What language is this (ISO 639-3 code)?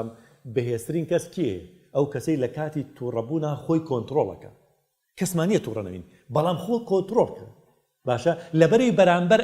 ckb